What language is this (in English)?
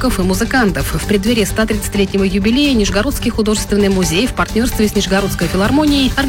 Russian